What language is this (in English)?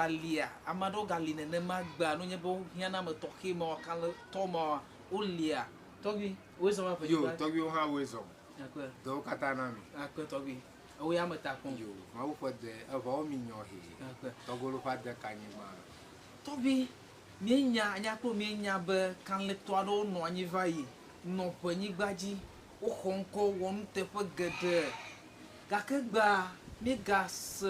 Ewe